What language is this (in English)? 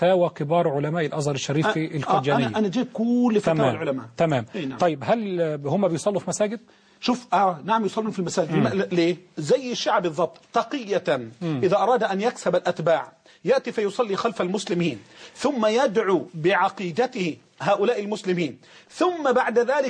Egyptian Arabic